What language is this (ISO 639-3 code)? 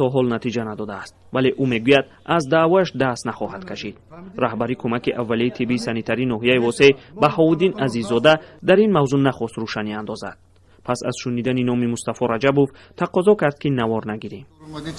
tgk